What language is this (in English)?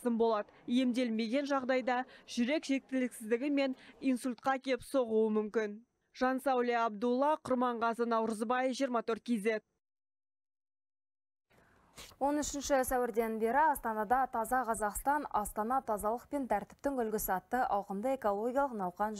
Kazakh